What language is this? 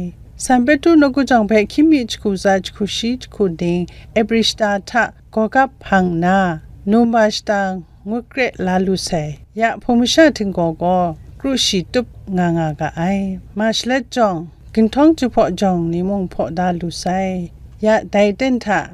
Kachin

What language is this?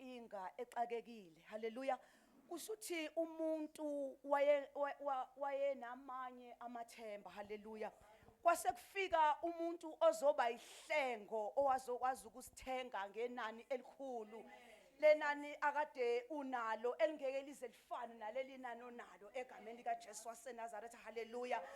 Zulu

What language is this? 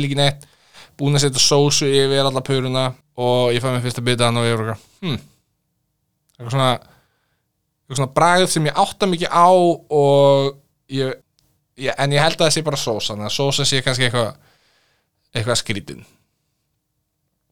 Icelandic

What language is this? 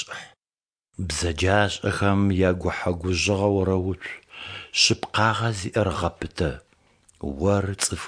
Adyghe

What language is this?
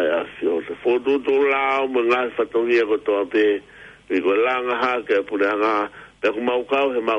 Tongan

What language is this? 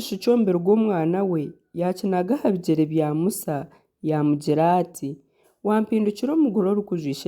Nyankole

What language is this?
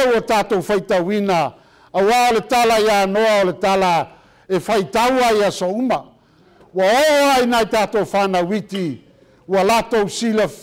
Samoan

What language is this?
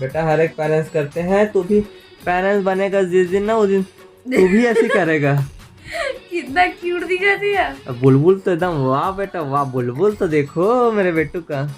Chhattisgarhi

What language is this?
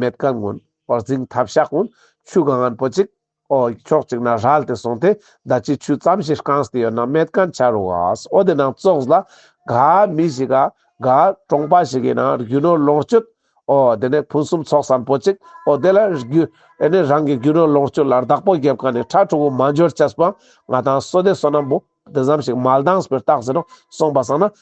Ladakhi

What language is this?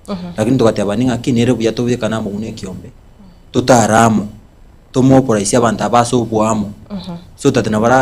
Gusii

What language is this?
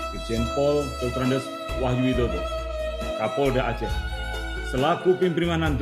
Achinese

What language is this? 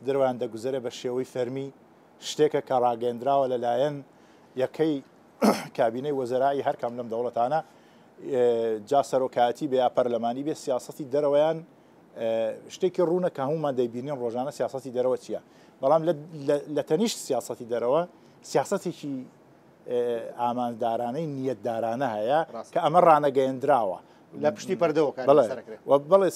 Central Kurdish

